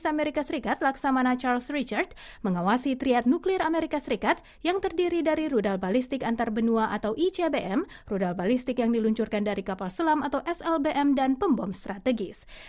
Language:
Indonesian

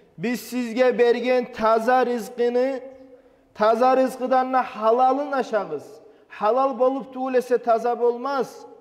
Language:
Kumyk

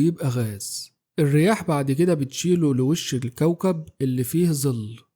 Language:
Egyptian Arabic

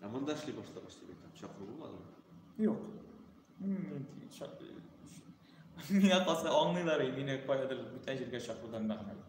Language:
Tatar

